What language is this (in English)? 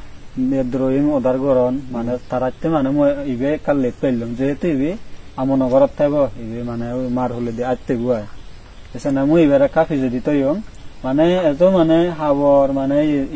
Chakma